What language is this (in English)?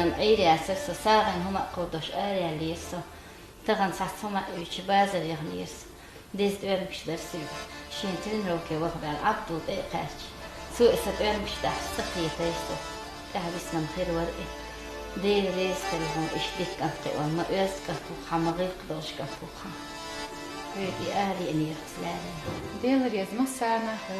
Chechen